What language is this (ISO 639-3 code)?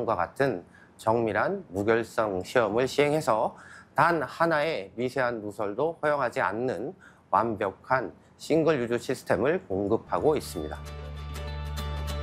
kor